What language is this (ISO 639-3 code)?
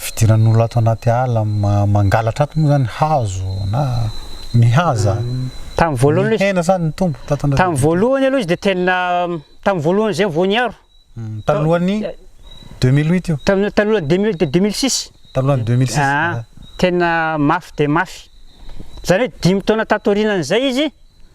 mlg